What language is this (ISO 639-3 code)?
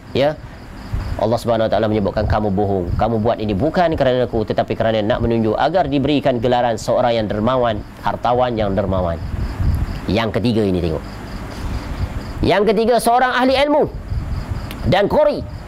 msa